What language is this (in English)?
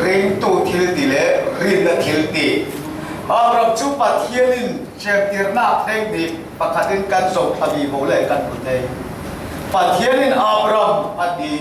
Falam Chin